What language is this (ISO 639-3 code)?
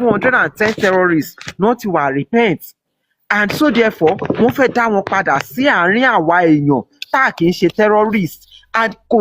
yor